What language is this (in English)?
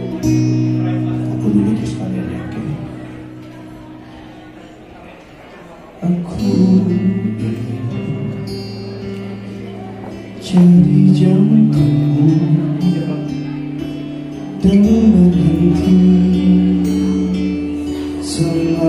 Indonesian